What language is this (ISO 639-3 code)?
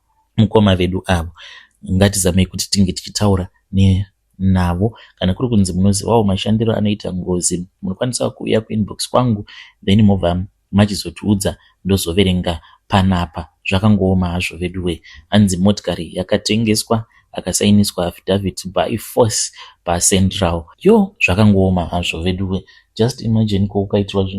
sna